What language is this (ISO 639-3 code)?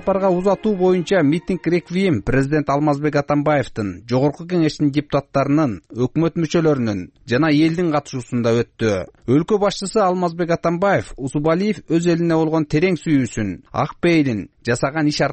kir